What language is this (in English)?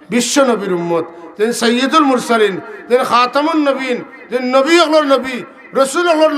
Sylheti